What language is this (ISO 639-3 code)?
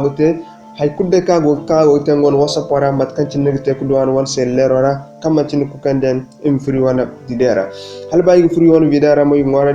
dje